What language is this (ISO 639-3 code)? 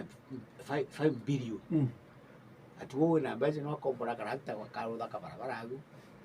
mer